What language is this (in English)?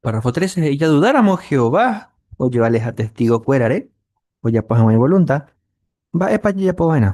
Guarani